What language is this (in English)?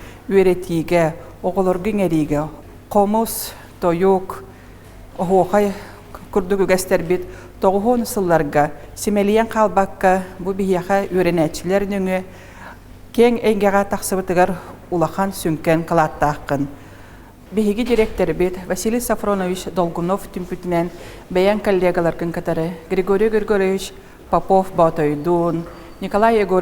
Yakut